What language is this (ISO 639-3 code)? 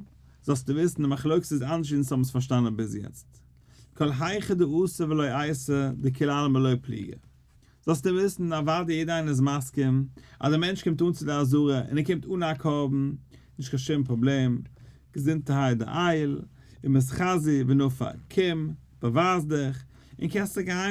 yid